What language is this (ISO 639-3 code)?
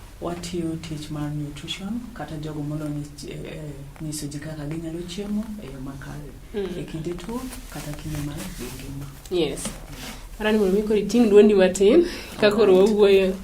luo